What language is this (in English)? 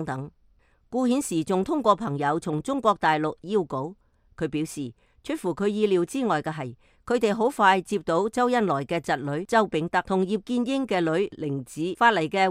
Cantonese